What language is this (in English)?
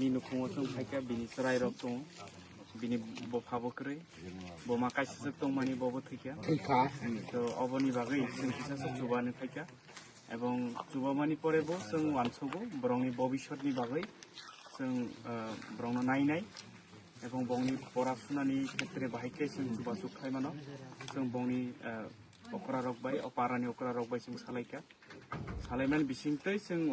Kok Borok